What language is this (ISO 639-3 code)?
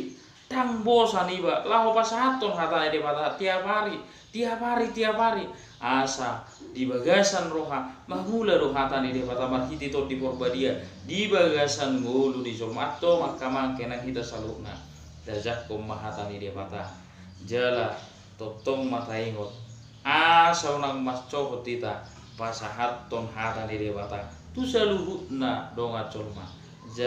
bbc